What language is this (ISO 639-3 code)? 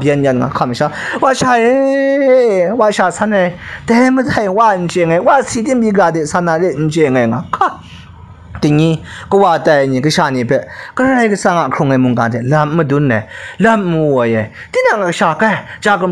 kac